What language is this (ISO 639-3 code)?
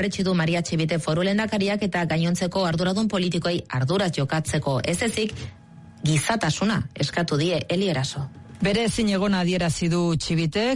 eus